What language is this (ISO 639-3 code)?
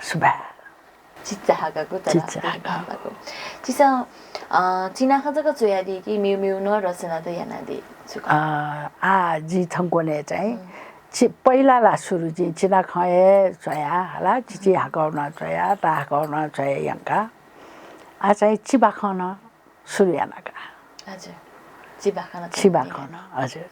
new